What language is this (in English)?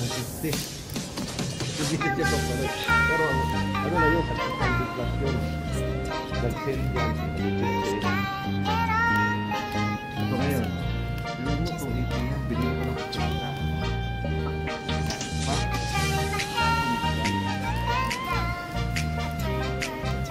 Filipino